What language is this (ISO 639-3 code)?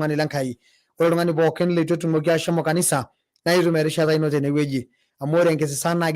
mas